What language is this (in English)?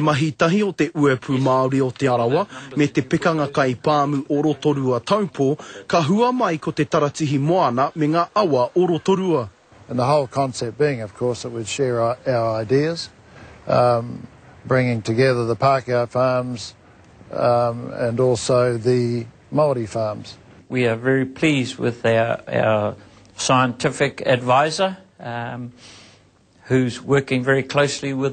Māori